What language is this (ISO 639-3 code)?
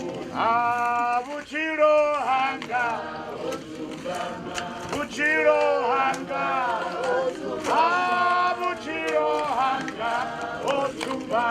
ven